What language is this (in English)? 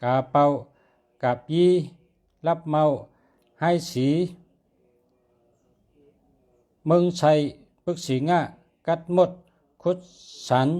Shan